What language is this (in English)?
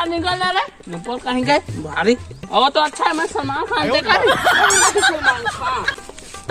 Chhattisgarhi